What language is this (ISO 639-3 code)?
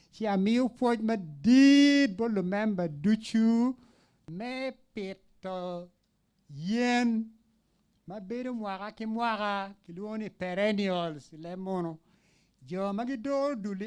ach